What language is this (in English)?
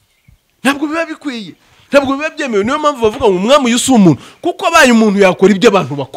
Kinyarwanda